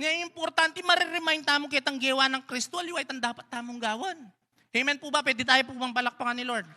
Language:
Pampanga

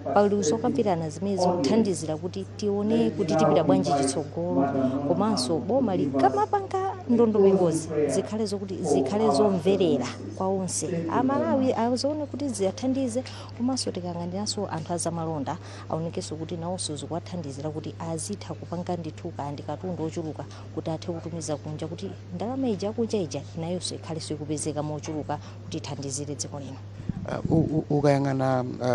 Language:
Nyanja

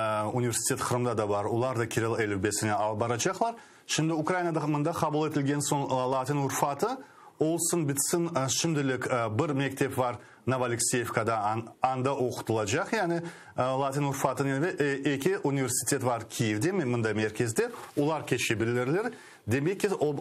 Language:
Crimean Tatar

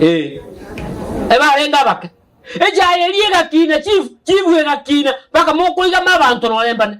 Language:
Gusii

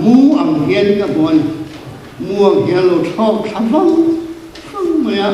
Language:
Mizo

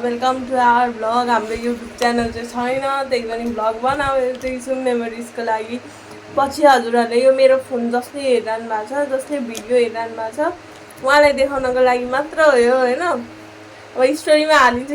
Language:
Nepali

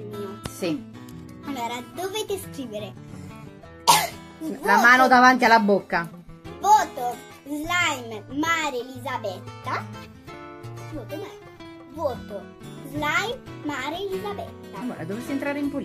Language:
Italian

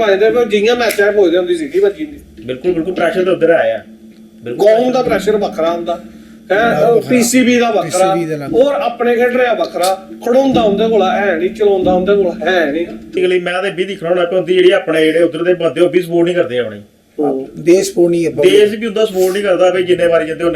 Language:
Dogri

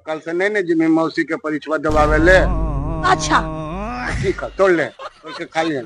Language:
Magahi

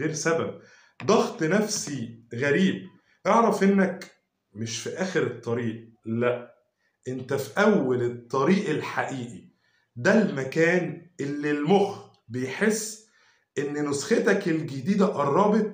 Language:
Egyptian Arabic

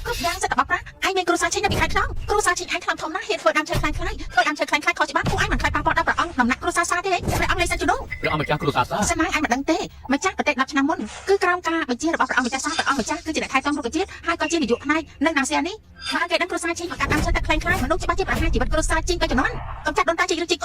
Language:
Khmer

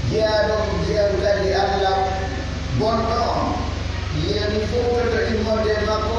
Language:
Pular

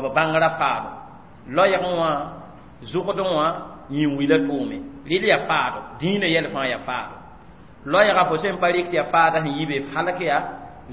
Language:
Mossi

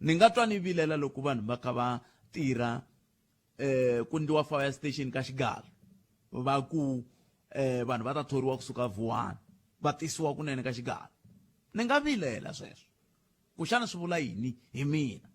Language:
Tsonga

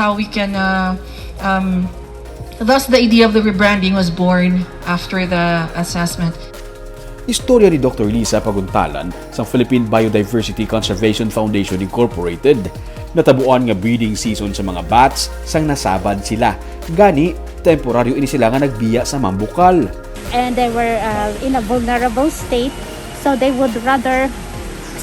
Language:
Hiligaynon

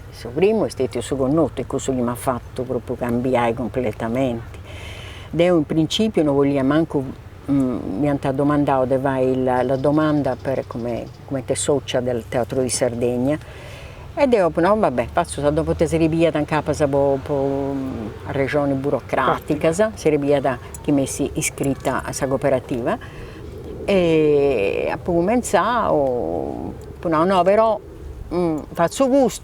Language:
Sardinian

